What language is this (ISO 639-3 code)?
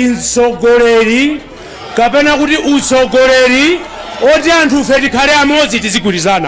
nya